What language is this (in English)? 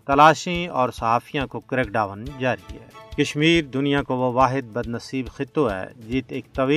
Gujari